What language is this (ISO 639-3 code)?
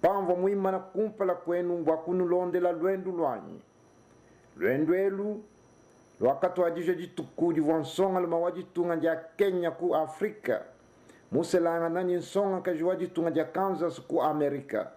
lua